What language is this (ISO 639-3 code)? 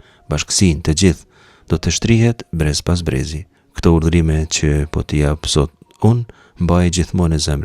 sqi